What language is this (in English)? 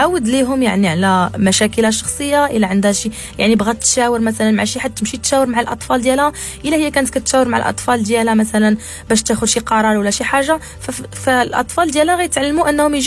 Moroccan Arabic